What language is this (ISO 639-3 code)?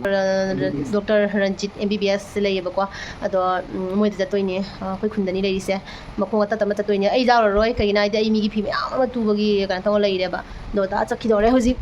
mni